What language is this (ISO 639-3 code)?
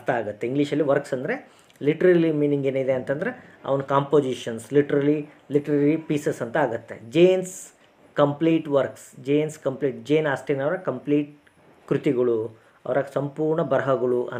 kan